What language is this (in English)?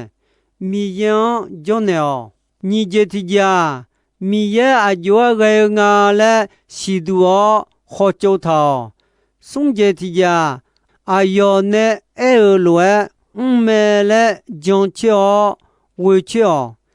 Akha